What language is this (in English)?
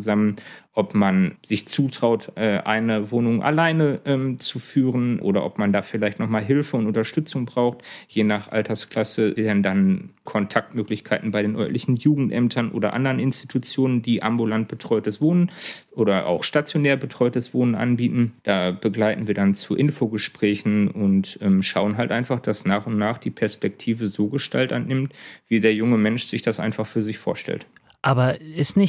German